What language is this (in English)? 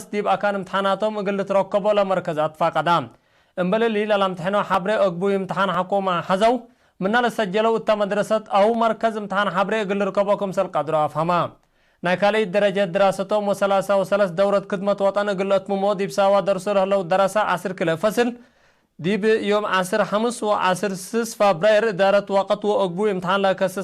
Tigre